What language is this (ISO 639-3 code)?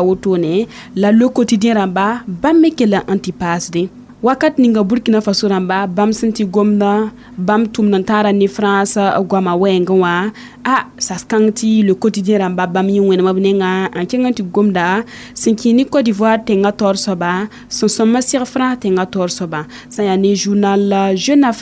mos